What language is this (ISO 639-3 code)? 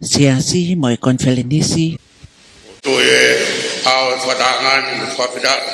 ton